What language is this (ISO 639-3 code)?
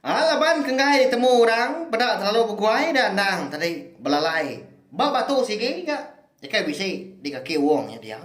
iba